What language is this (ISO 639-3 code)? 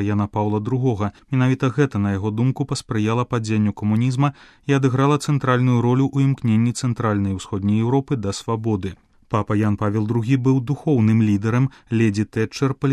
bel